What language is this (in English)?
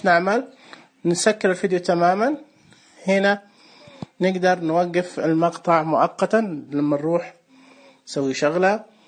Najdi Arabic